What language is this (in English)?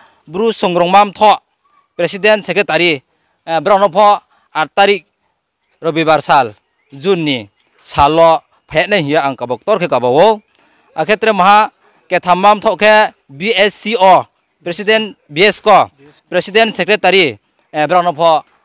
Riang (India)